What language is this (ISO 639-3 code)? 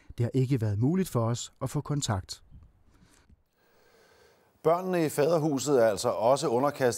dan